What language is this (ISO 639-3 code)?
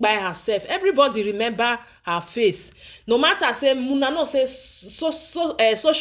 pcm